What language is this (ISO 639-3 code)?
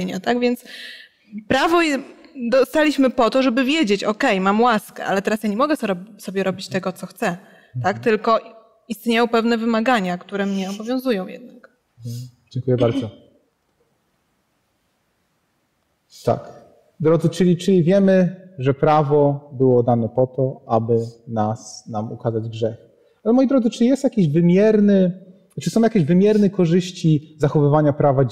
pol